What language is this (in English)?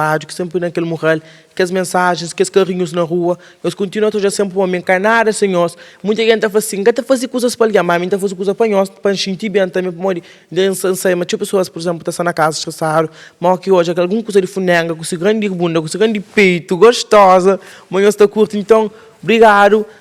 Kabuverdianu